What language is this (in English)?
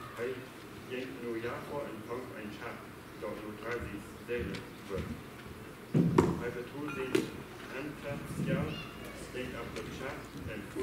Plautdietsch